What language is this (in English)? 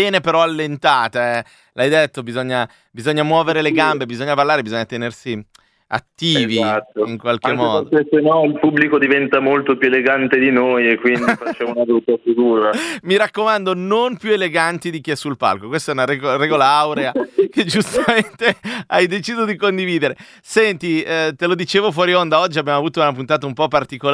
Italian